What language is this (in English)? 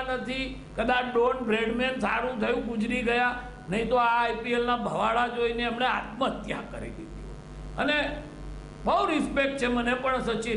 Gujarati